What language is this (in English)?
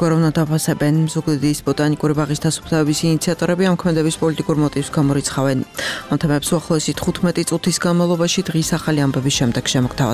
Georgian